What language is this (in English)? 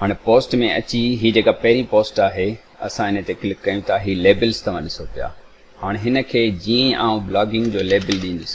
Sindhi